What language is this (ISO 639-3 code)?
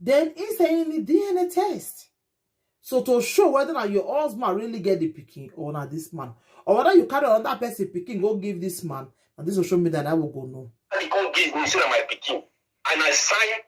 pcm